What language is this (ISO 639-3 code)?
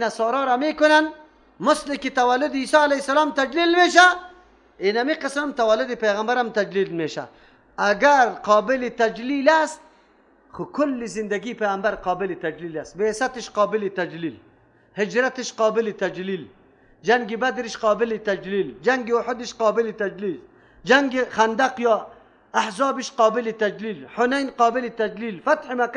fas